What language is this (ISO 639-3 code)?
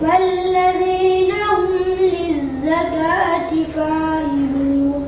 ful